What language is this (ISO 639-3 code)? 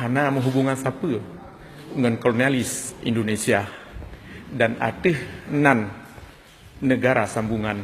ace